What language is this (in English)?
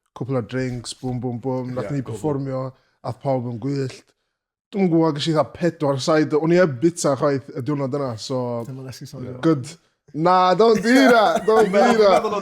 Welsh